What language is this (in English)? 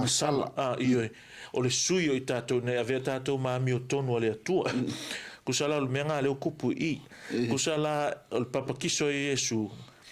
Samoan